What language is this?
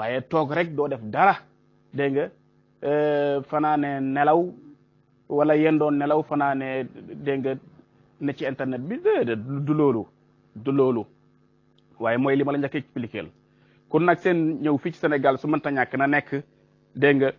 Wolof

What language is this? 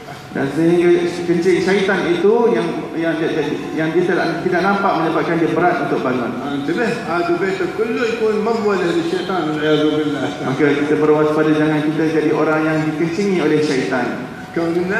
Malay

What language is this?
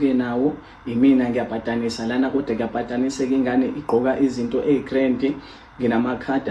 Zulu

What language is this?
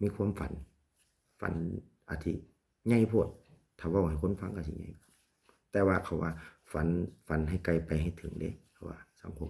Northeastern Thai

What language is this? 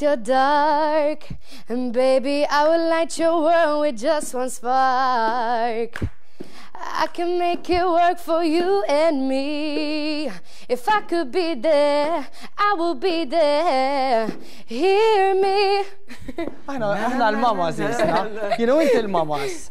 Maltese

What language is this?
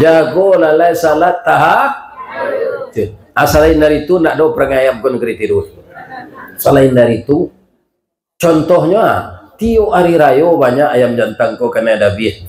Minangkabau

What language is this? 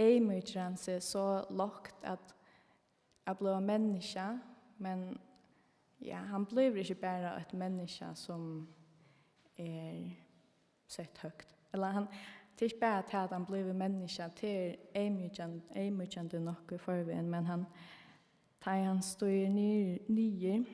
Faroese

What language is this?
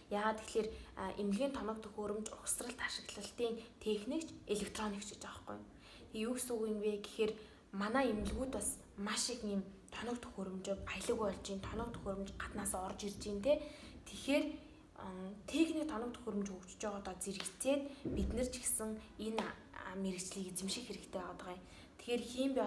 Mongolian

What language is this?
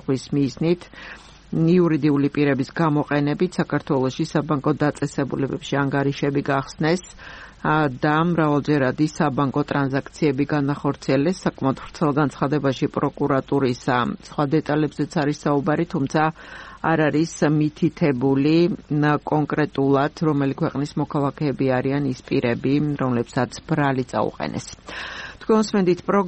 Georgian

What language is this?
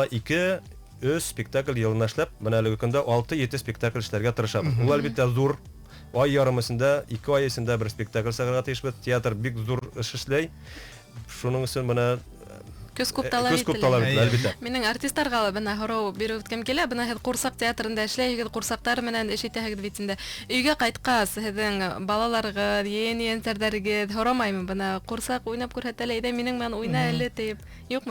Bashkir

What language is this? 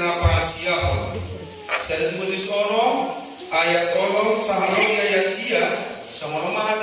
Batak Toba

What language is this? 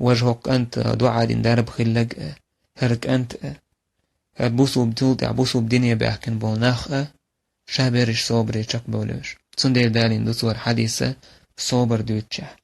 Chechen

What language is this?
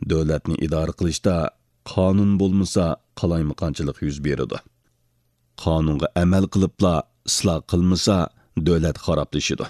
Uyghur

